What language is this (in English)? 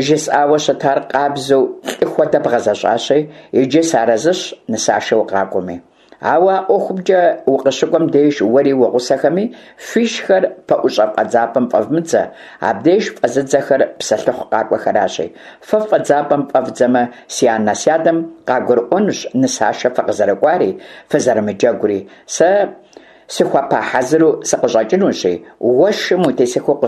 Kabardian